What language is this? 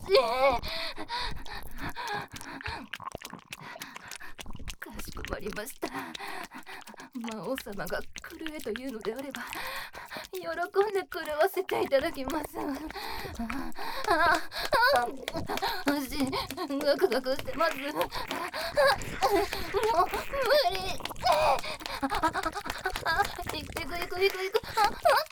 Japanese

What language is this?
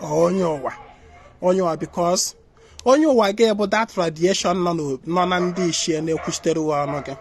Igbo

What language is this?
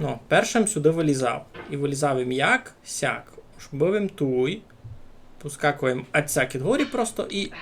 Rusyn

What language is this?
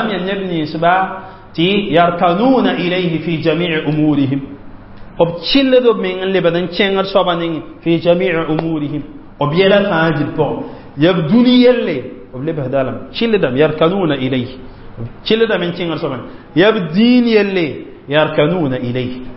Mossi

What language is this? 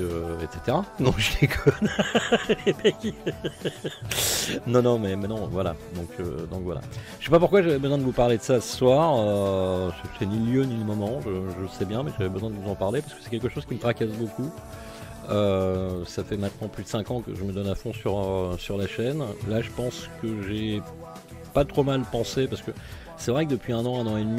French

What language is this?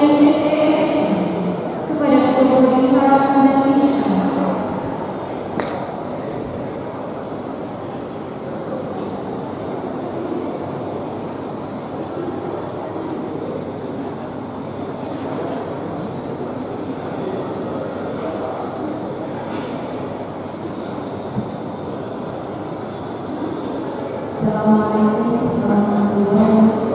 Indonesian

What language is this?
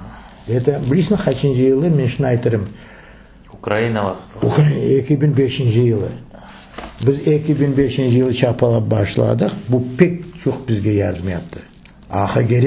Crimean Tatar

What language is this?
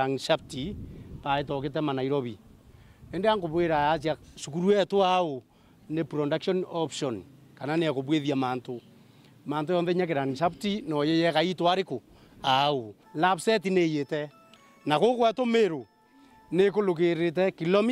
Meru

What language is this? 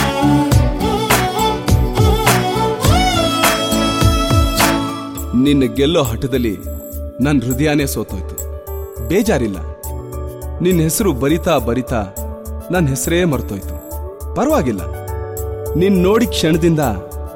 Kannada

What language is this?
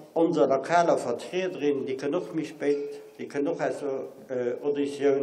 Luxembourgish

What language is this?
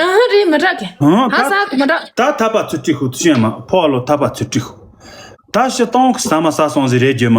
Tibetan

